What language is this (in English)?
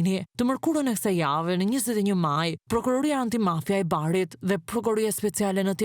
Albanian